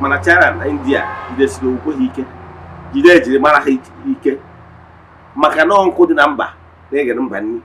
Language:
Igbo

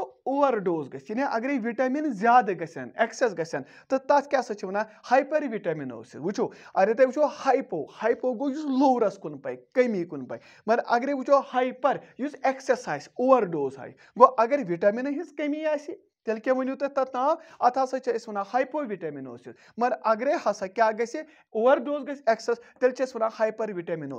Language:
Kashmiri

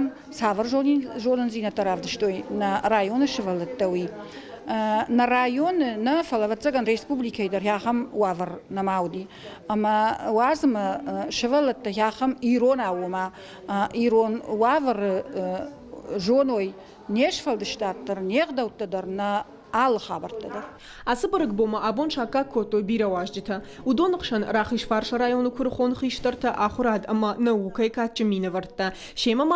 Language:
Ossetic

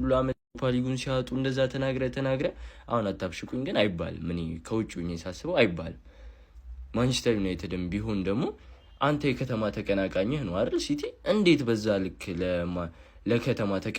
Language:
Amharic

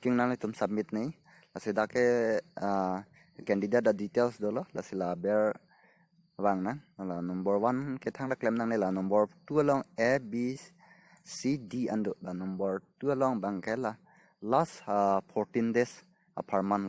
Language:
Karbi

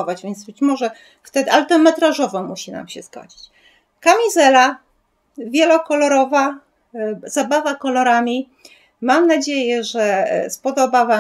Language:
Polish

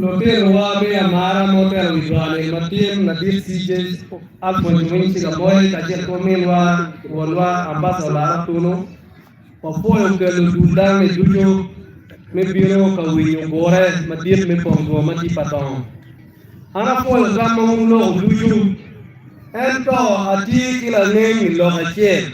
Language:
Acoli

